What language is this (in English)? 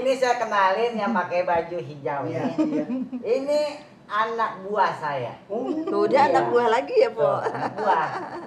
Betawi